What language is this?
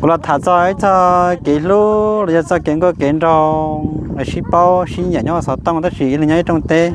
Hmong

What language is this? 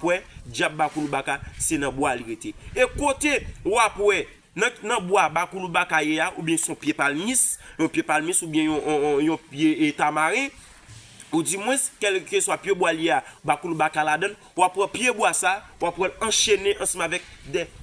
Haitian Creole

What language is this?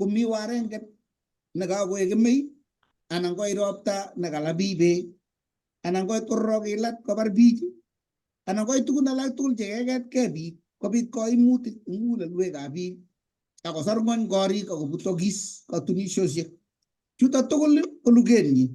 Kalenjin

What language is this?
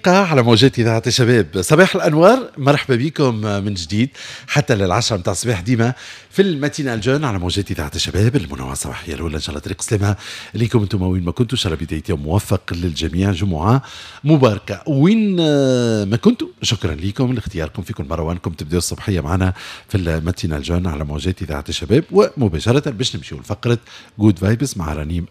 Tunisian Arabic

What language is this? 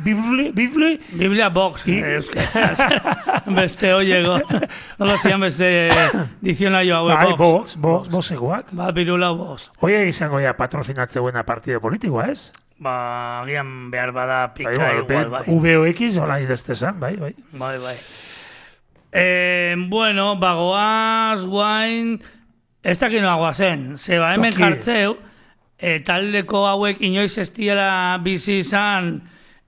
Basque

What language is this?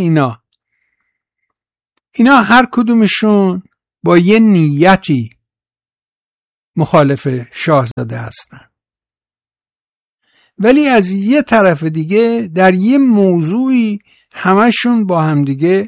Persian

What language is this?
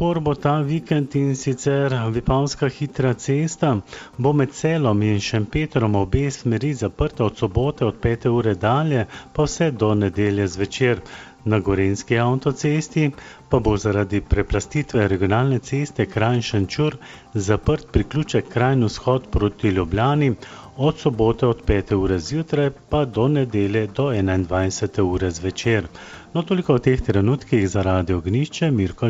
Slovenian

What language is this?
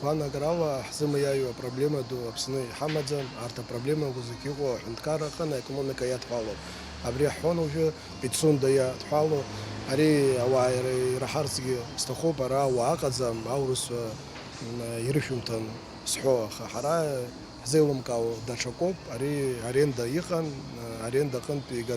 Abkhazian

